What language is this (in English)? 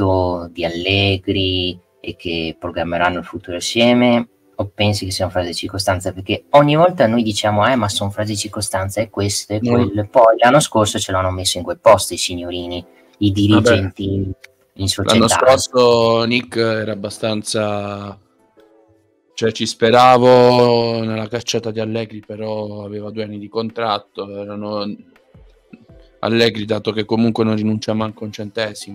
Italian